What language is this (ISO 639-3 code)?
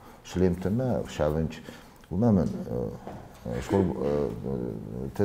oss